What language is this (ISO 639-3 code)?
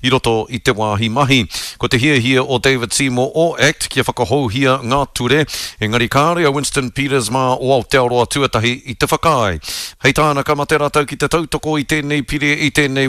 mri